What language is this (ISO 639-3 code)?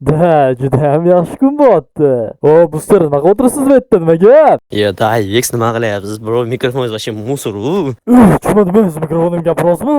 uzb